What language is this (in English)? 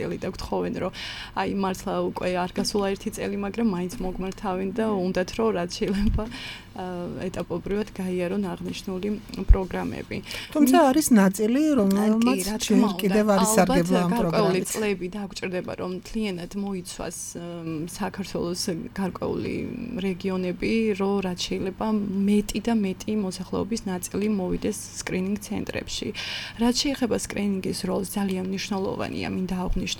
Georgian